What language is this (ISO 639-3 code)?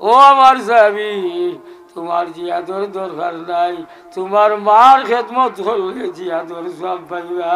syl